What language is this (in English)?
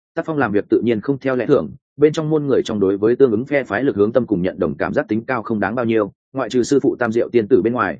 Vietnamese